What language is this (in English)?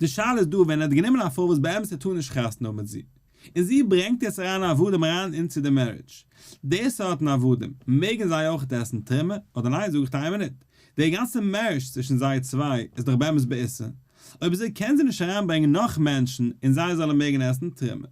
Yiddish